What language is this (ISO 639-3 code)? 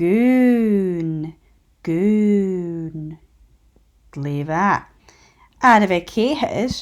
gla